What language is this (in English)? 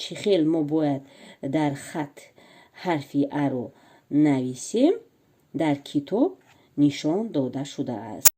Tajik